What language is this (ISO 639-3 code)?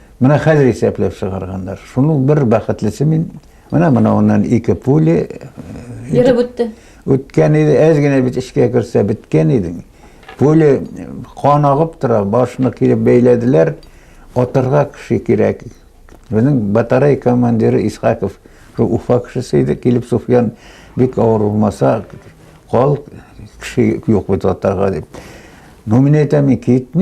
bak